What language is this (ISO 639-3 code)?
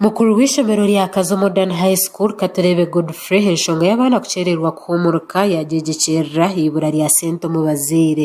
nyn